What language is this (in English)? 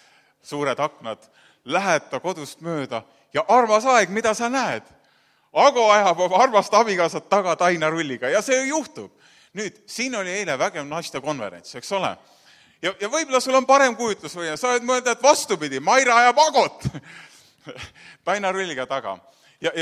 Estonian